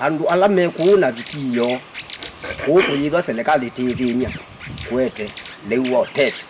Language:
Kamba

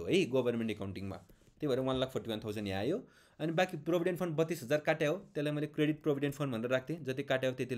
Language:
Nepali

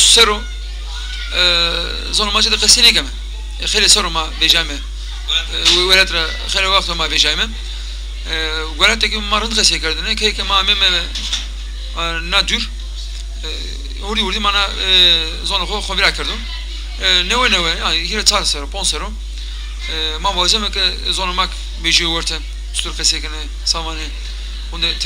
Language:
Zaza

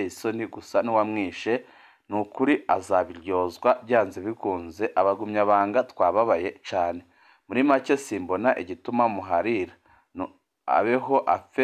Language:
Rundi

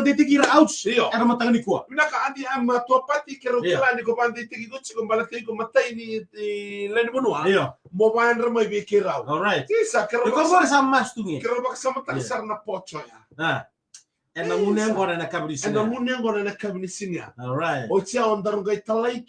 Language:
Fijian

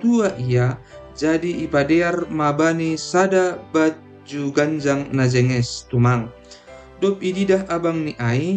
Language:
Batak Simalungun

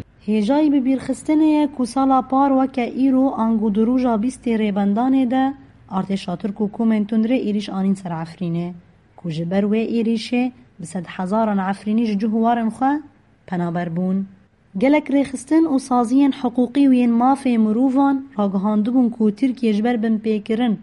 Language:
Kurdish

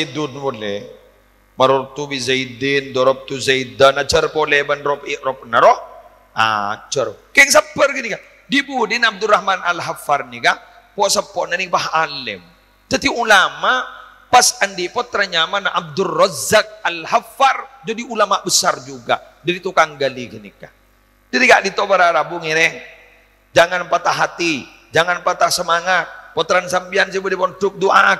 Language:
Madurese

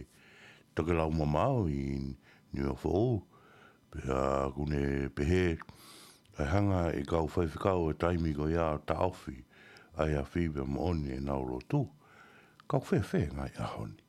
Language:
Tongan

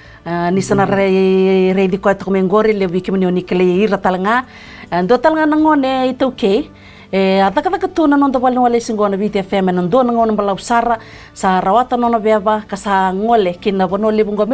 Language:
Fijian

